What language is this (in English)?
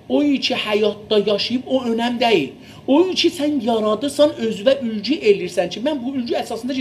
South Azerbaijani